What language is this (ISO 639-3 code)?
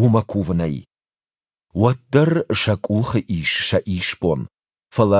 oss